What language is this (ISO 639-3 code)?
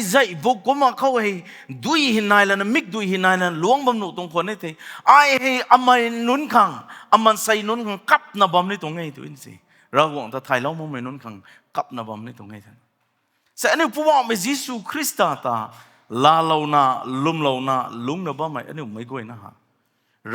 nbu